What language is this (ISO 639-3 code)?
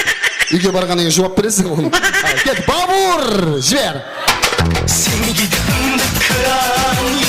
kaa